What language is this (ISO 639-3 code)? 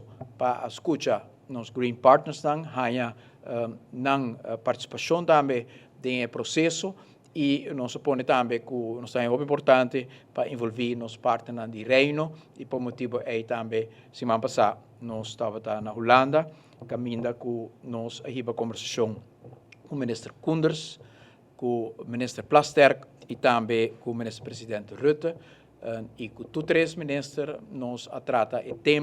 pap